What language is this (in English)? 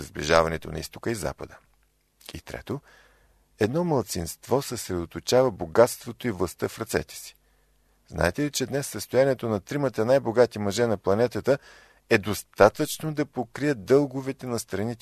Bulgarian